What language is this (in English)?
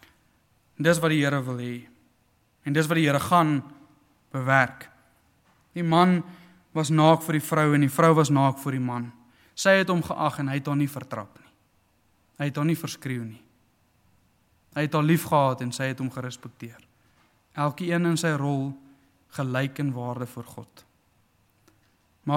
Afrikaans